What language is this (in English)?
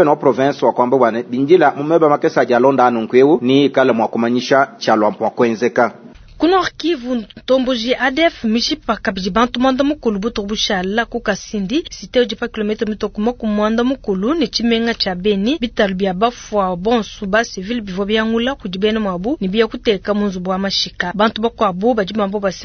Luba-Lulua